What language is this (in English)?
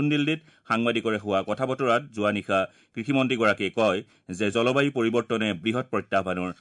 Assamese